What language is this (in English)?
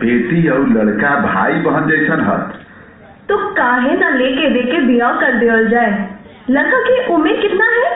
Magahi